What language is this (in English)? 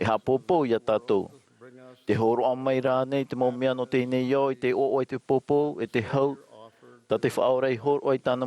Tahitian